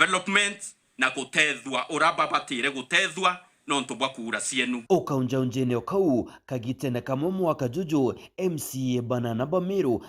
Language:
Meru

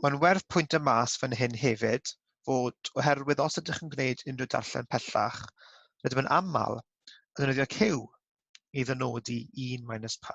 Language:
Welsh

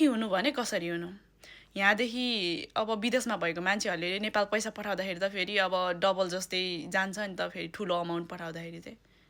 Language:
Nepali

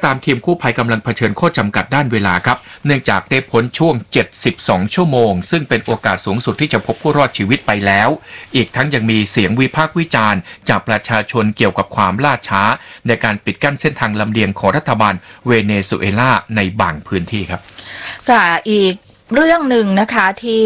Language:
Thai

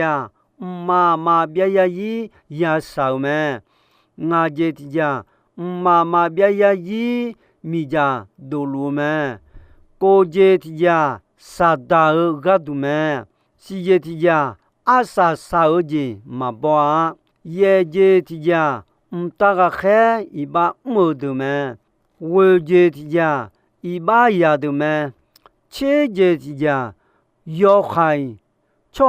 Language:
Akha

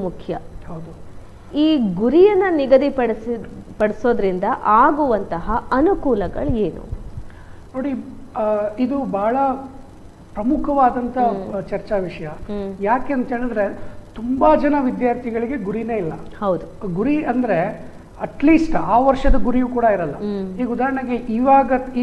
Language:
Kannada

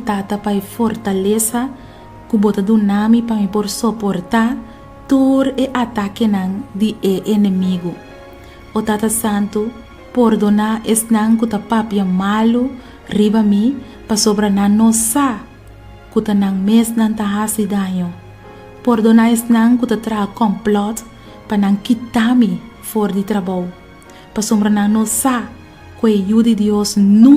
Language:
Papiamento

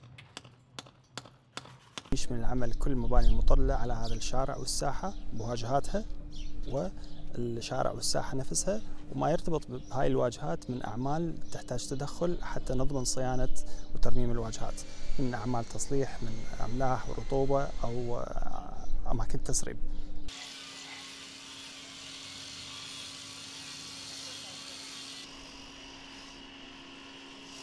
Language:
Arabic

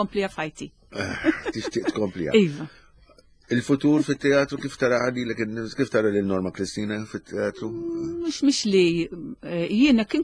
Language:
Maltese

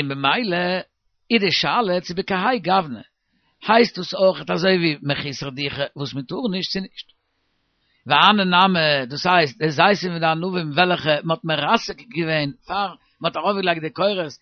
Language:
Yiddish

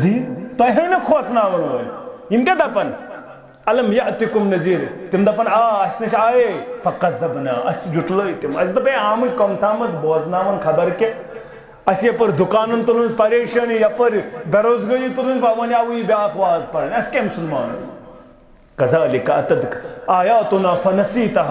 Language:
Kashmiri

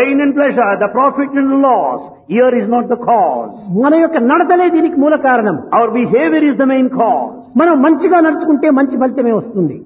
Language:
Telugu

